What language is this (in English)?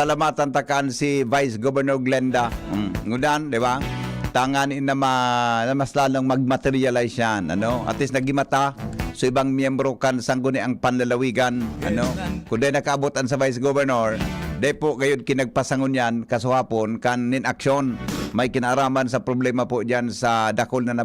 Bikol